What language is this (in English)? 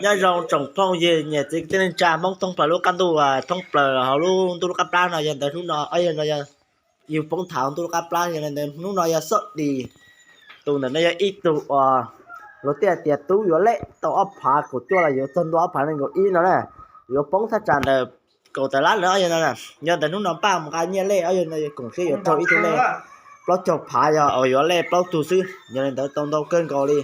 Hmong